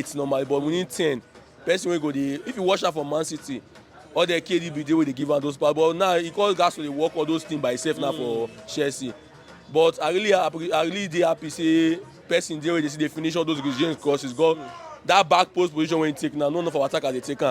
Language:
Nigerian Pidgin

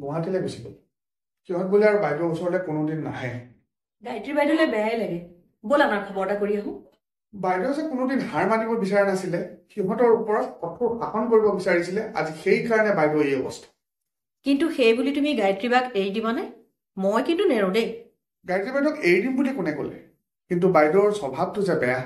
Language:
Assamese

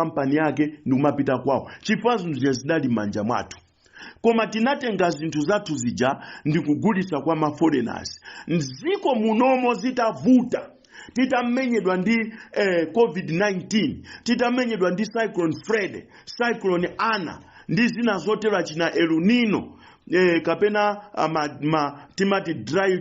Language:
Nyanja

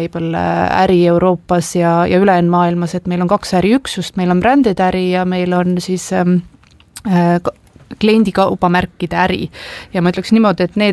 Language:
Estonian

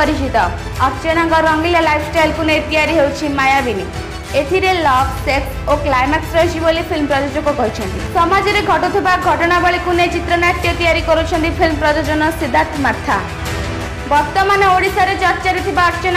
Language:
Odia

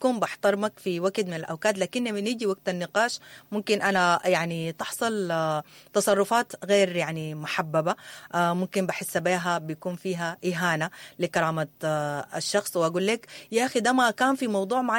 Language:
Sudanese Arabic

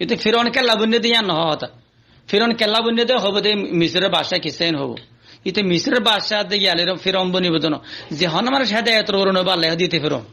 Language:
Rohingya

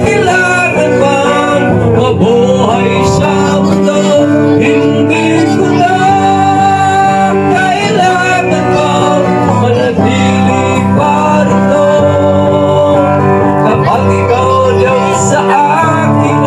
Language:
Filipino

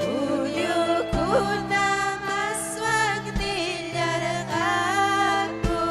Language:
Ayacucho Quechua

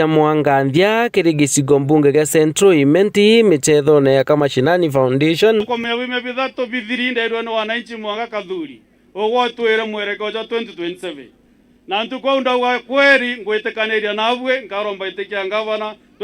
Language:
Meru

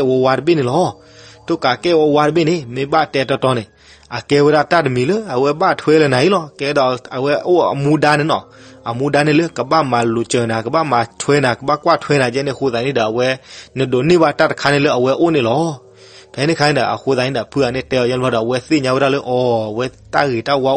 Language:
S'gaw Karen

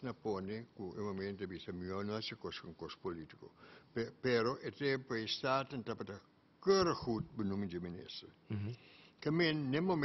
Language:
Papiamento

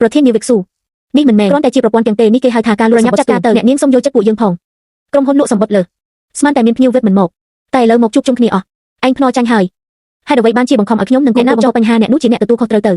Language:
Khmer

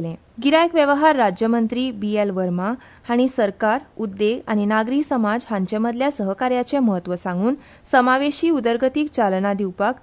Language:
Konkani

